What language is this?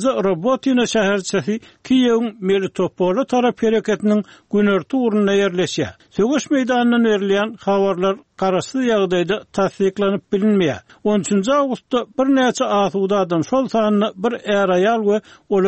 Turkmen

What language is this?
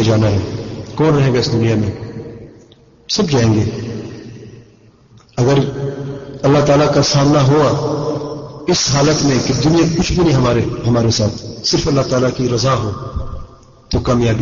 Urdu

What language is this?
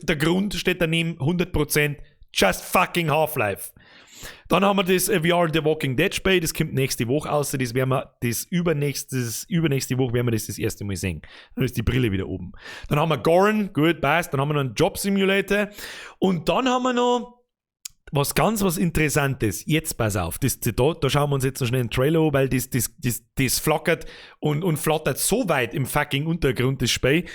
Bavarian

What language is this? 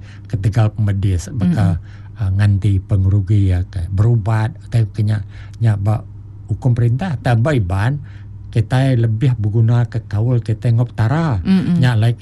Iban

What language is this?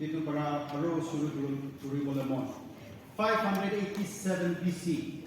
Naga Pidgin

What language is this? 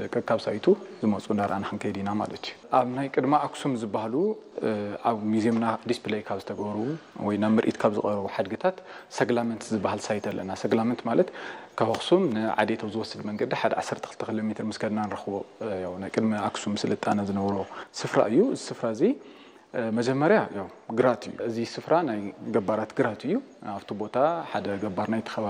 Tigrinya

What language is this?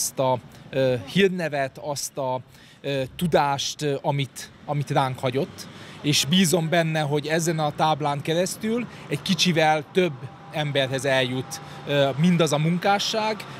Hungarian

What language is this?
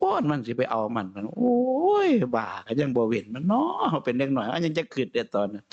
Northeastern Thai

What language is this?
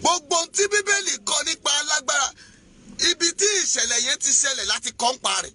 Yoruba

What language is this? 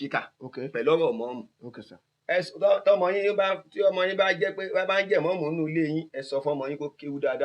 Yoruba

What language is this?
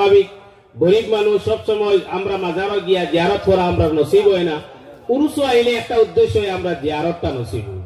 Sylheti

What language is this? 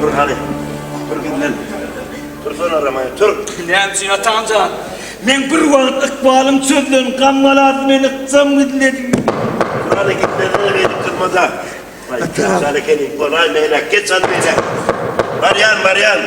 Turkmen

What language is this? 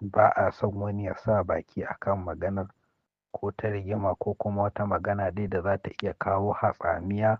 Hausa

